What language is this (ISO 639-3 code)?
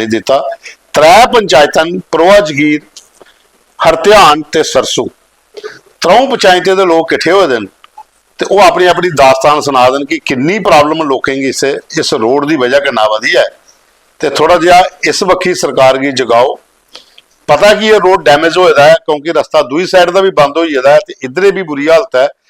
doi